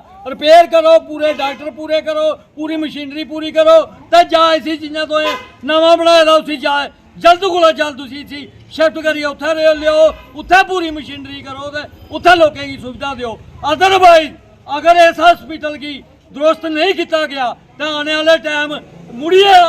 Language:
Dogri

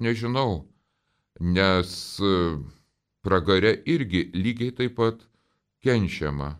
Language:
Lithuanian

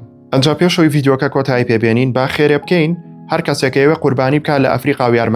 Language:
Central Kurdish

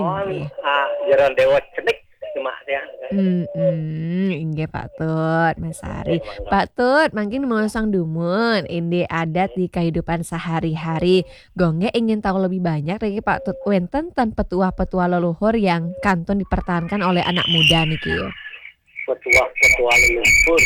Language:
Balinese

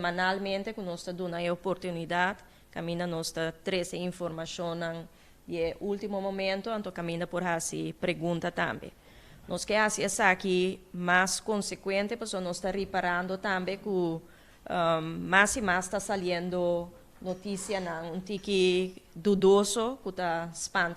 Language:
Papiamento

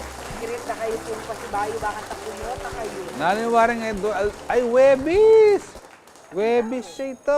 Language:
Pampanga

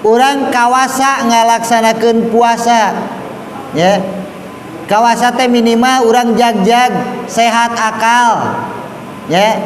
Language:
Sundanese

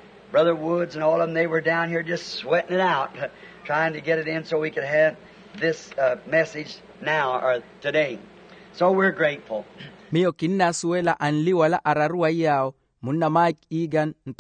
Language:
Makhuwa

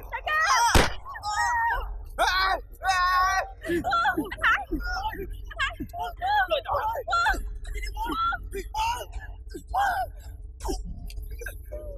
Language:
Vietnamese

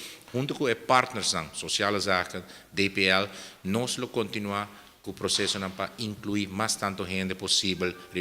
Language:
Papiamento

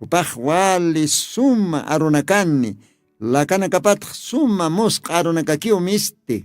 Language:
Aymara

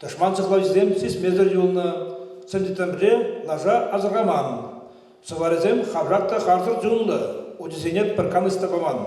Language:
Chuvash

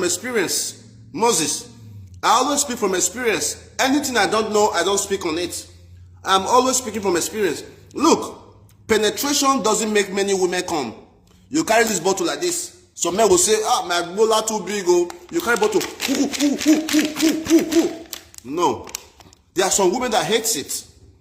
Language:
Nigerian Pidgin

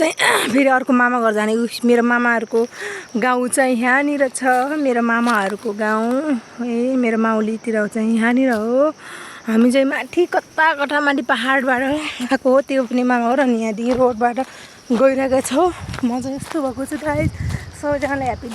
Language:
Nepali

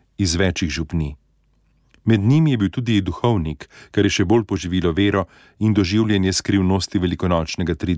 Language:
Slovenian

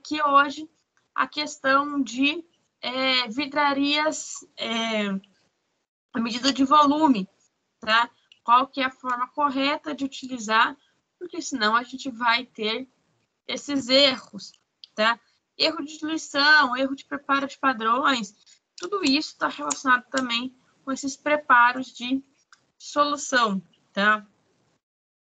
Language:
Portuguese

